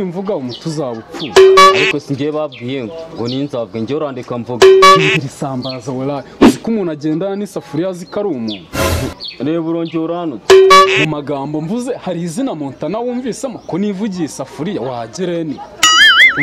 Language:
Kinyarwanda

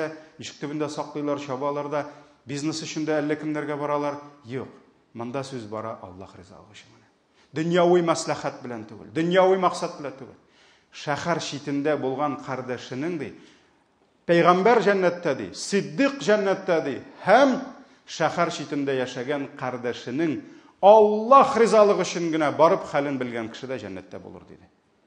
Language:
Tatar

